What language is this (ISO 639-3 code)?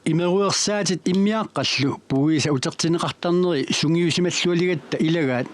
kal